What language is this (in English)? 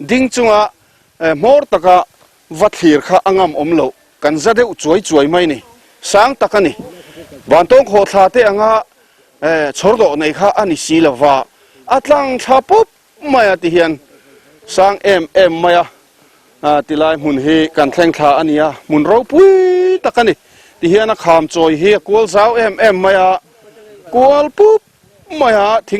Mizo